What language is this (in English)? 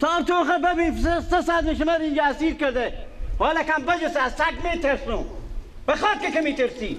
Persian